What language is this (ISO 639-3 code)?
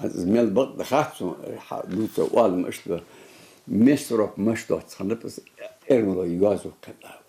inh